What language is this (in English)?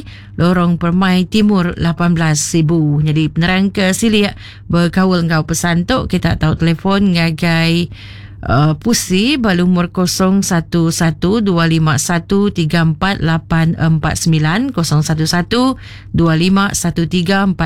Iban